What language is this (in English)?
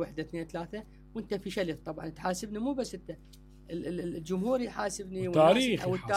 Mesopotamian Arabic